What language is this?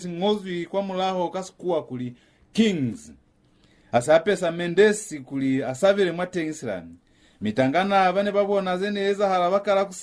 Lozi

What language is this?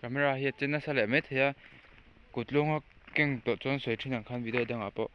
Mizo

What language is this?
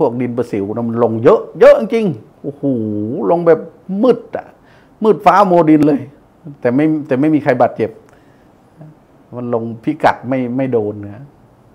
Thai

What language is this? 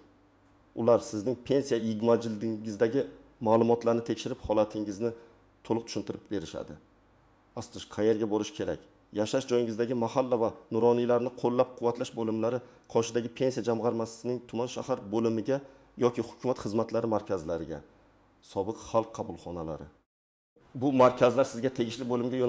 Uzbek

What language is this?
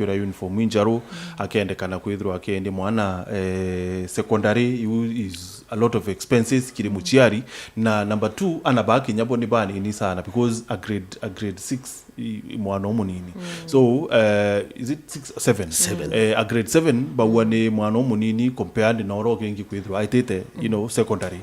Meru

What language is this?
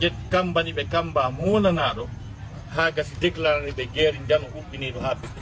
Fula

